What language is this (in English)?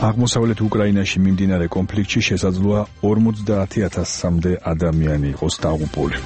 Georgian